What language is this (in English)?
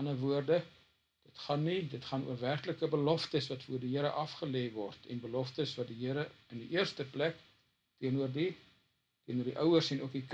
Afrikaans